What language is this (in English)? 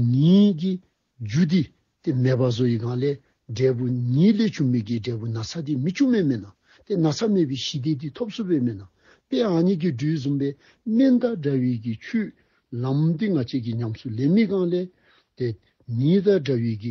Dzongkha